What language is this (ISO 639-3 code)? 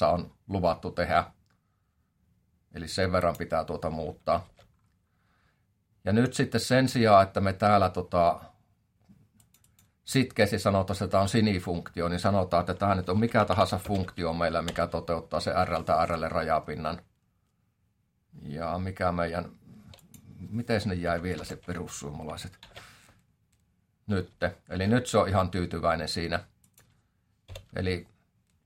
fin